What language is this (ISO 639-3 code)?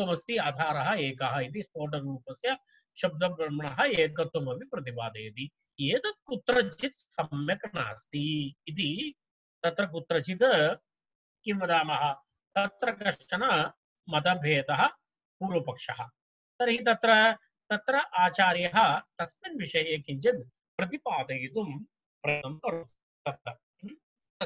san